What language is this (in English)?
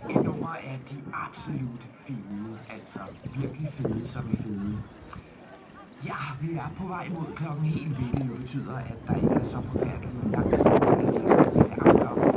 Danish